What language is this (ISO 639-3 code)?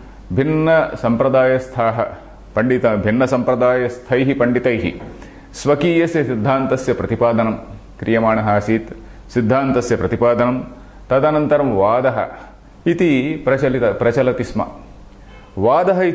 san